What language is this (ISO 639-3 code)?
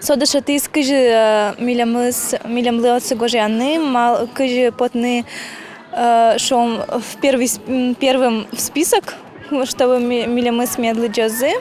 udm